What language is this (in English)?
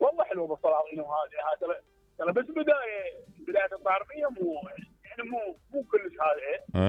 Mesopotamian Arabic